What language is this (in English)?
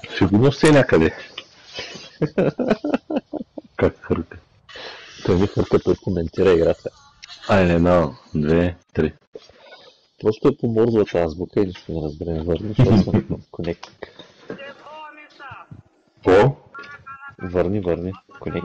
Bulgarian